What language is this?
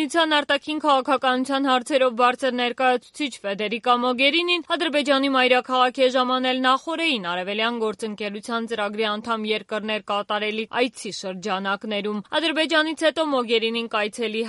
Armenian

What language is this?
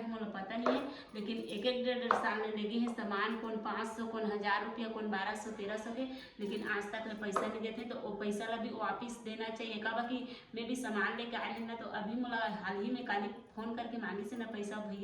Chhattisgarhi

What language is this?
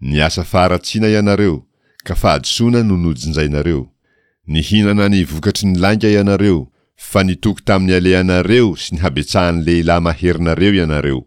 Malagasy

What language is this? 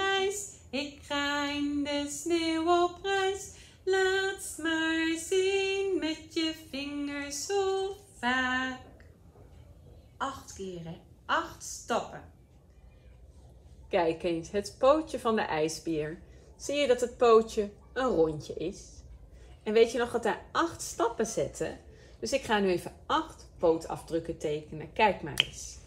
Dutch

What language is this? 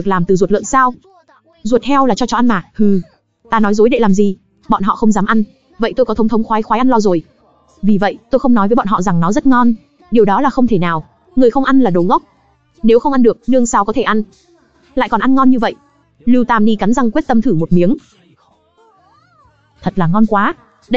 Vietnamese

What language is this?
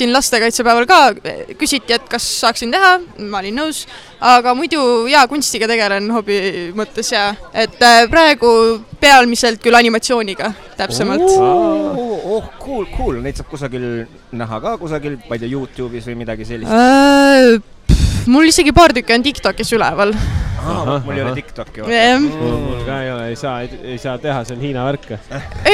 Estonian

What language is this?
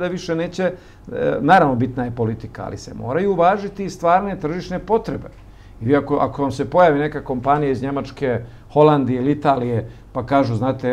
Bosnian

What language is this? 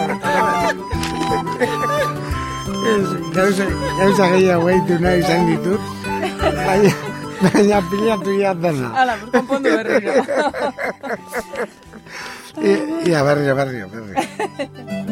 Basque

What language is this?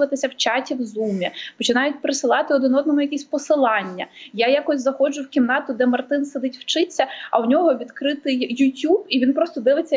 Ukrainian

